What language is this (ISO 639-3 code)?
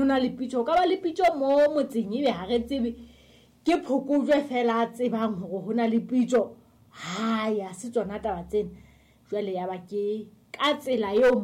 sot